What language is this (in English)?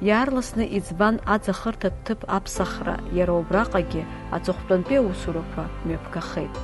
Abkhazian